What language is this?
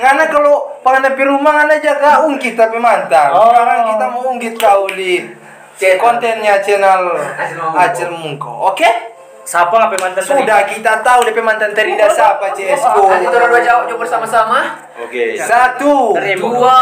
Manado Malay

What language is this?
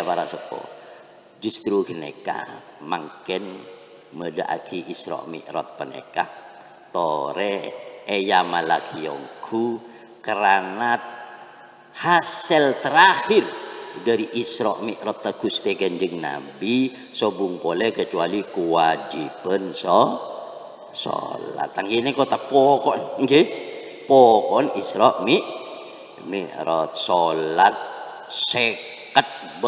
Madurese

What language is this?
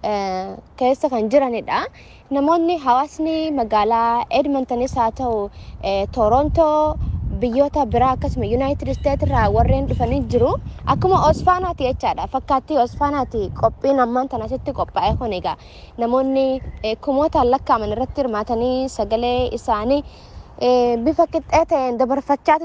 Oromo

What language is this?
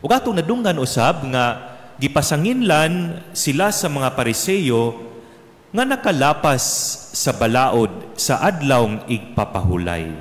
Cebuano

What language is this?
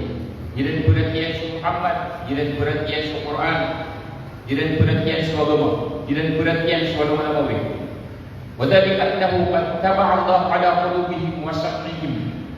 Maranao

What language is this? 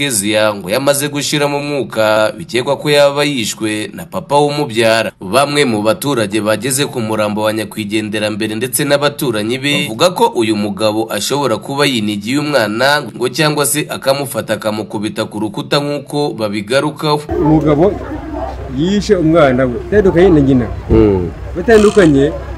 Kinyarwanda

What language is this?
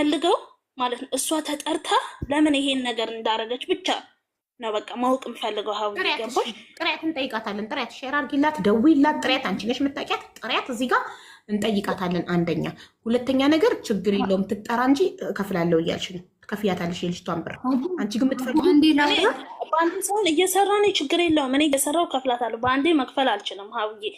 Amharic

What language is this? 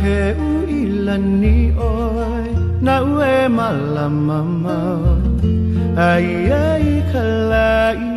Hawaiian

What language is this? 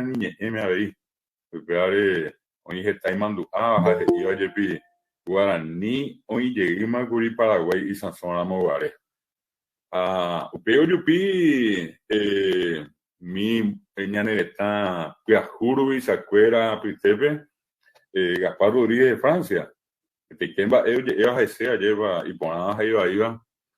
Guarani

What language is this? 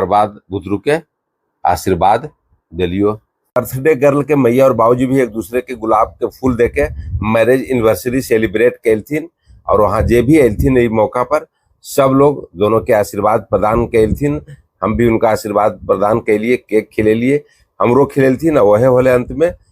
Magahi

